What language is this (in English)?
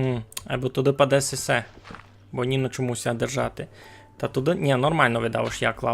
Rusyn